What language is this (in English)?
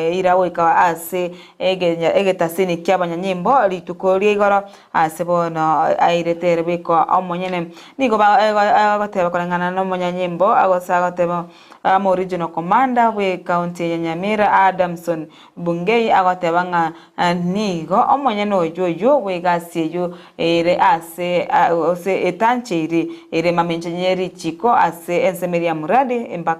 Gusii